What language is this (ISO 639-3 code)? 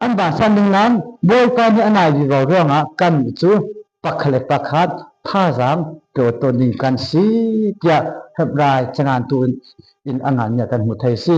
cfm